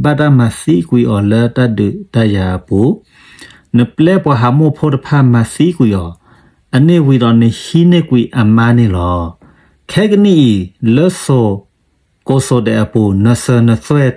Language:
S'gaw Karen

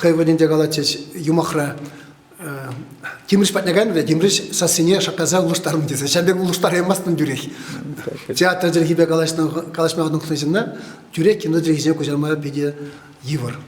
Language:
Chuvash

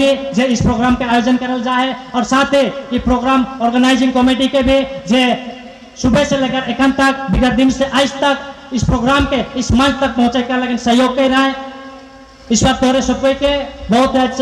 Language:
Sadri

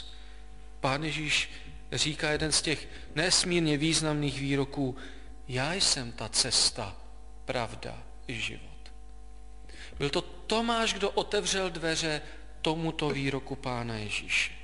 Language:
Czech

